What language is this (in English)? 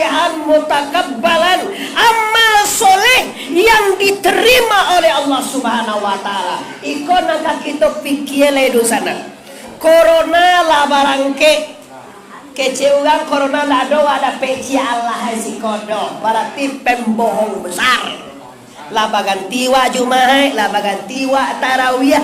Minangkabau